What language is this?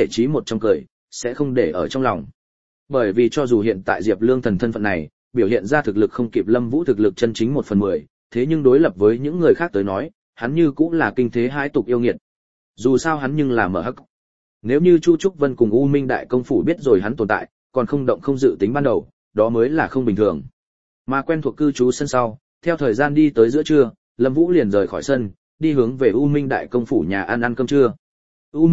Vietnamese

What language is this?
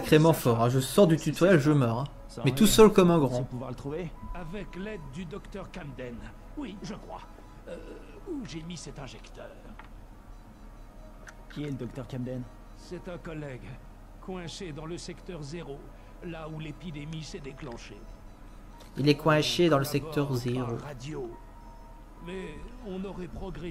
French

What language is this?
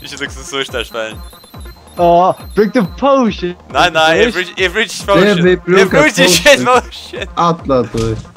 Faroese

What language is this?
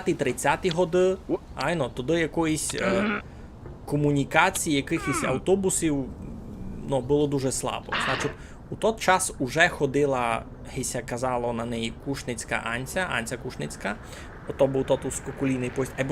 Rusyn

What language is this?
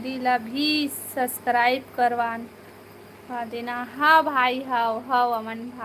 Chhattisgarhi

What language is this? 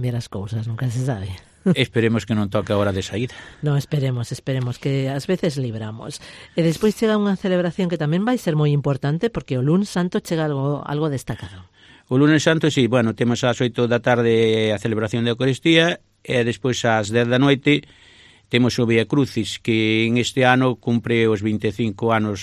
Galician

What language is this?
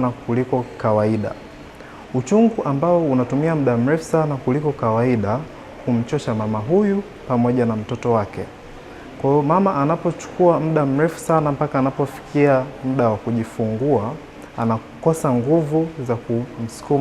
Swahili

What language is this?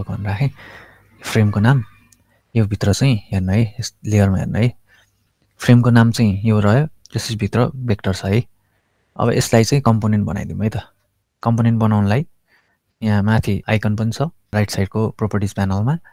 Nepali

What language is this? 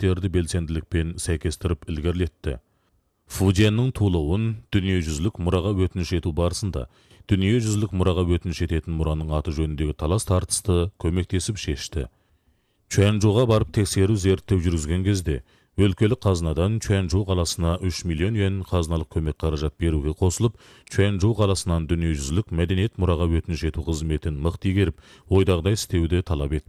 Kazakh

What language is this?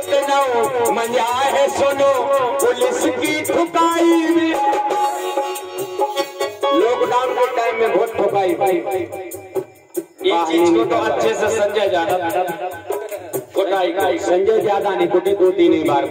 Hindi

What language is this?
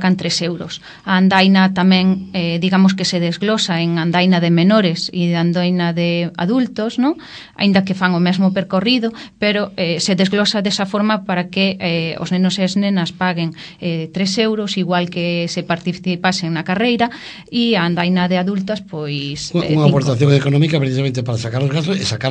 Galician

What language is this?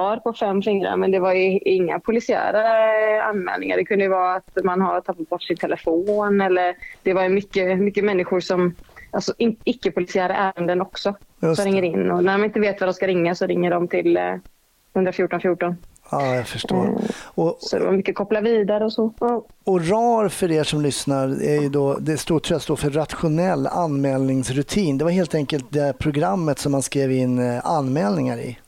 Swedish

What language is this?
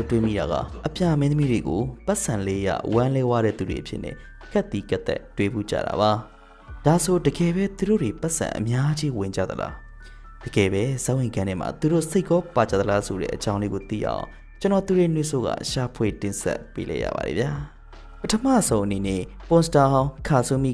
Burmese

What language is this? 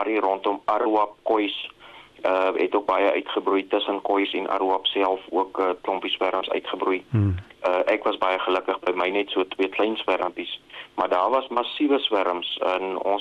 Afrikaans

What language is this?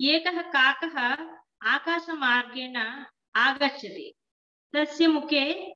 Sanskrit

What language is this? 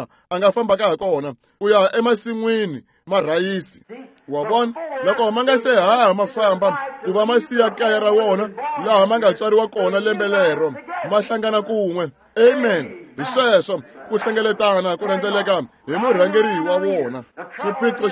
Tsonga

